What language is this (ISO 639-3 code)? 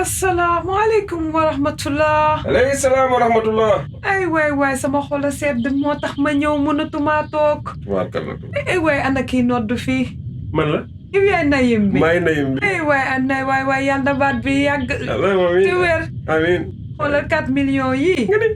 wol